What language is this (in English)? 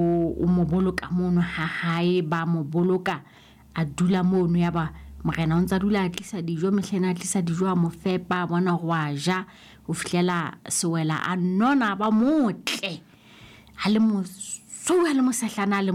Southern Sotho